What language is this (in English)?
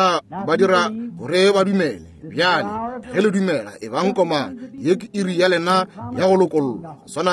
Northern Sotho